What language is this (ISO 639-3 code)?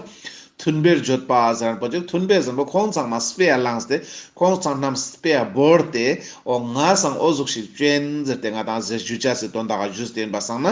lbj